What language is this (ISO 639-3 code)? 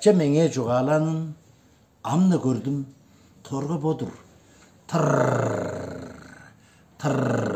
tyv